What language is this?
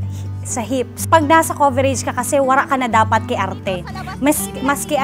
Bikol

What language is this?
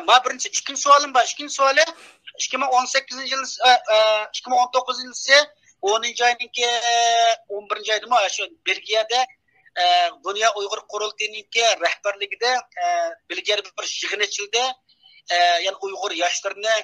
Uyghur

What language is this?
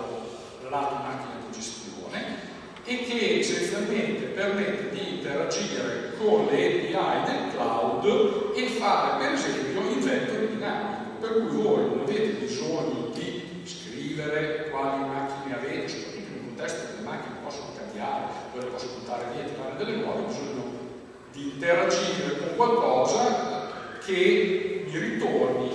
Italian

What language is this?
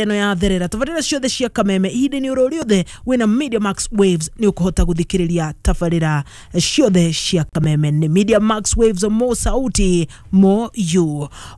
Kikuyu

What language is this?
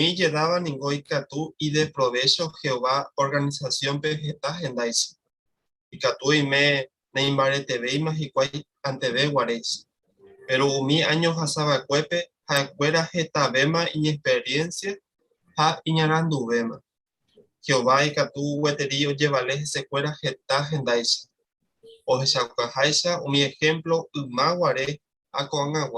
Guarani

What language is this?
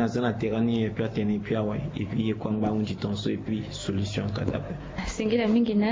Sango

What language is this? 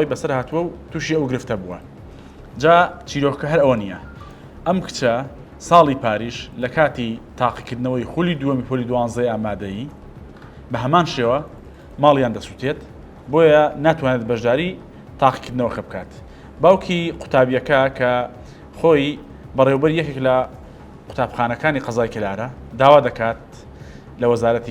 Central Kurdish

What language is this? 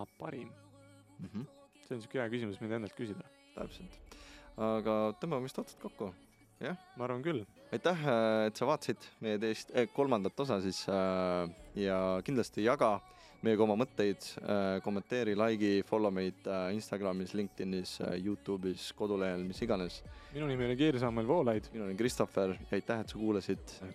Estonian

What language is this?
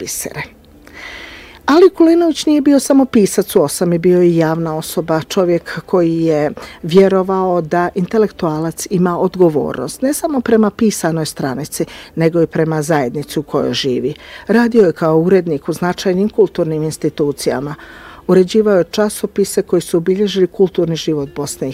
Bosnian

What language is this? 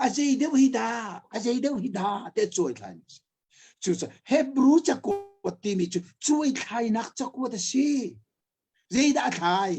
Hakha Chin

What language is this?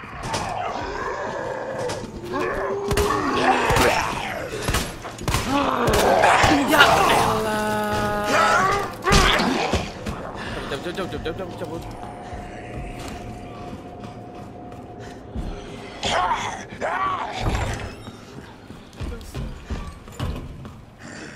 Indonesian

